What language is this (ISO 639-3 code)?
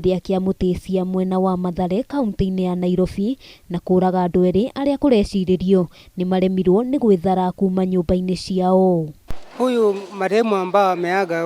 kik